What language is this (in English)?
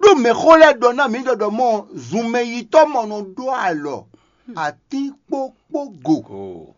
Fon